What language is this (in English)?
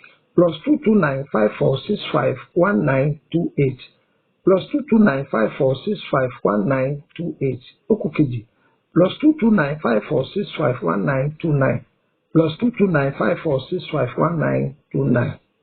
Yoruba